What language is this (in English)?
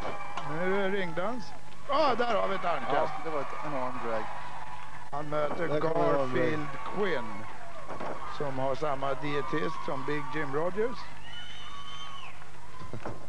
Swedish